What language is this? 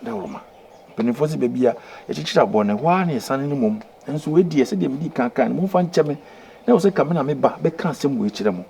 Akan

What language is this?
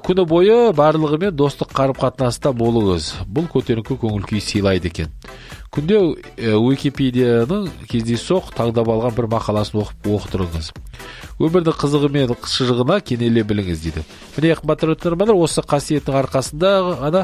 Kazakh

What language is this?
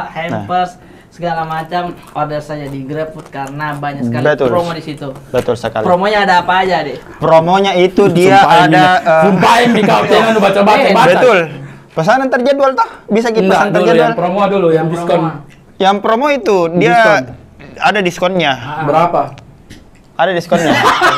Makassar Malay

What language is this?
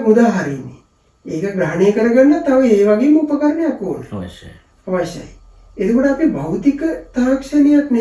Sinhala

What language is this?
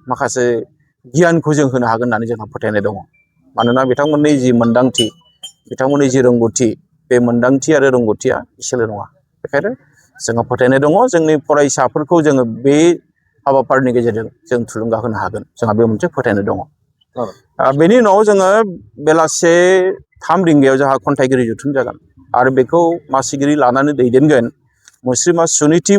Bodo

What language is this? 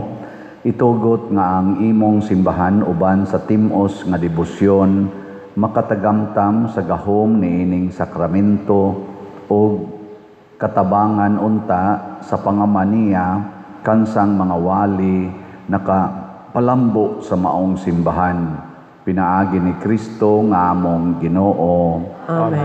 Cebuano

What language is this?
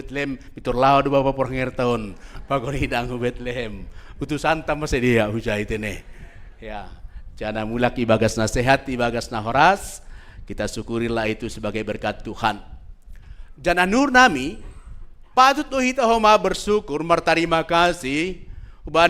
Batak Simalungun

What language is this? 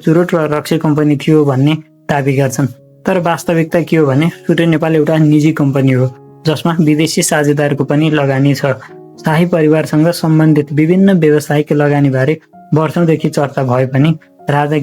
Nepali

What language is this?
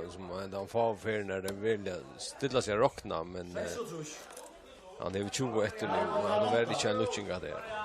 Faroese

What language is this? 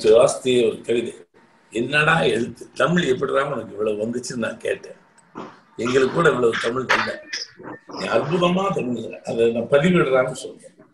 Tamil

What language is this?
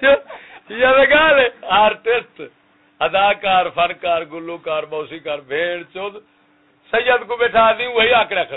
Saraiki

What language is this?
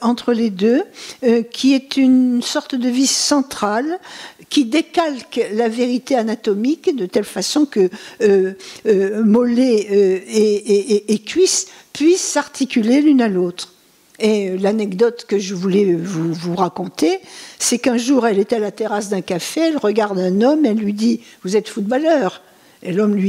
French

